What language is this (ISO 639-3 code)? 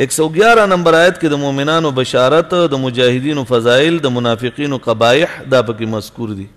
pus